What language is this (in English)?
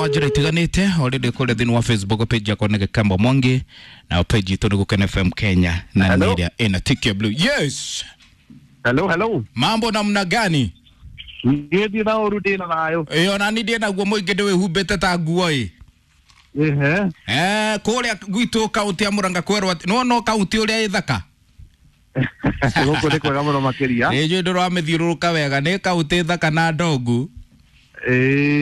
Kikuyu